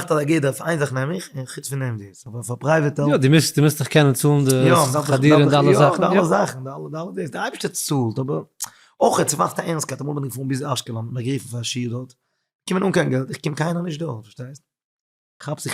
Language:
Yiddish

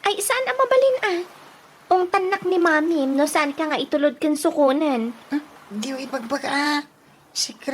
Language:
Iloko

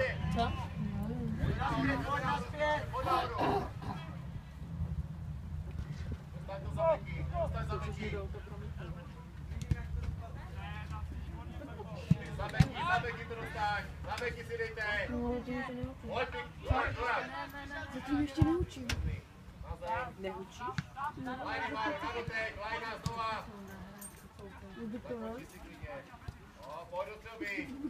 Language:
Czech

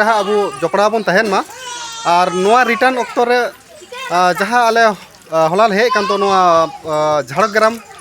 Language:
Santali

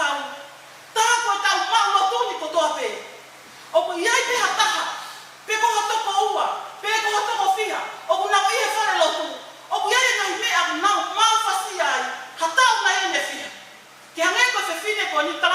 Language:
Tongan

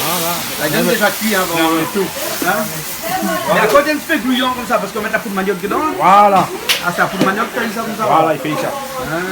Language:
Réunion Creole French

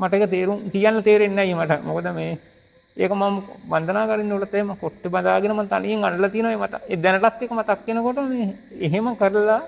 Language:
Sinhala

